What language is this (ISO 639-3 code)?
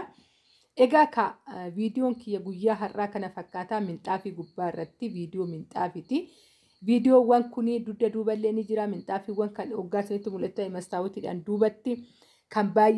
orm